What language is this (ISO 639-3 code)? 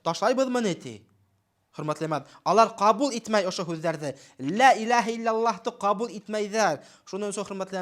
bak